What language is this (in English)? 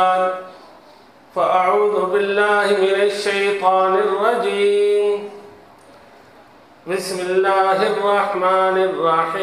Urdu